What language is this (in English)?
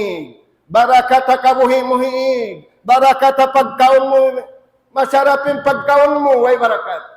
Tausug